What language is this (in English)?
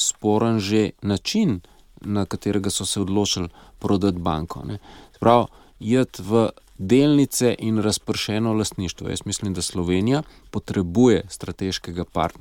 Slovenian